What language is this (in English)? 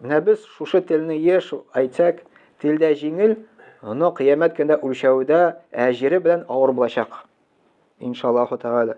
Tatar